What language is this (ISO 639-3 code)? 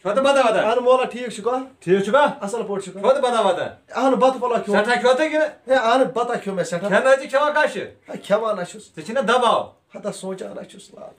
kas